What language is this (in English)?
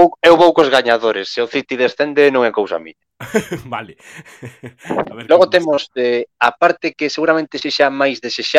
Galician